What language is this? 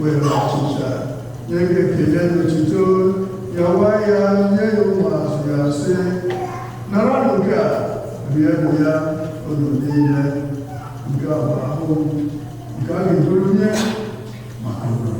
Igbo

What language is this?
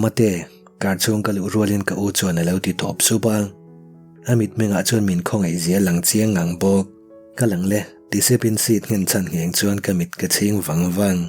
Mizo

